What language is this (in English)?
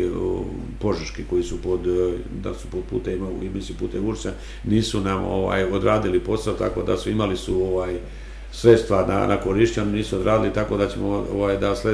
Serbian